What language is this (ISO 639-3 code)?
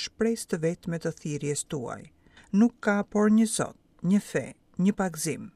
sqi